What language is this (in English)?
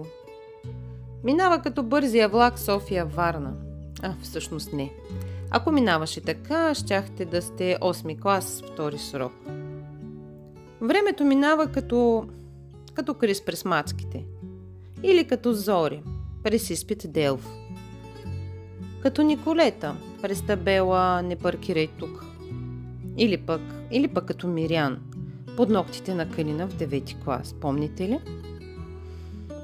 Bulgarian